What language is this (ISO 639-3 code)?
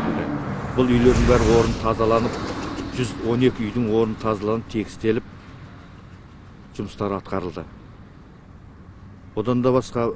kaz